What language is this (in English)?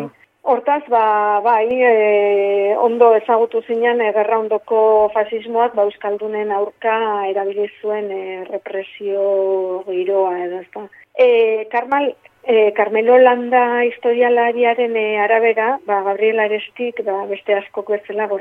Basque